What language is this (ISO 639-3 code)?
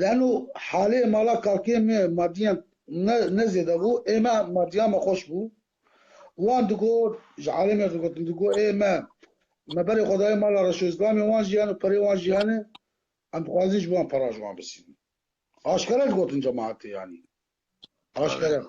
kur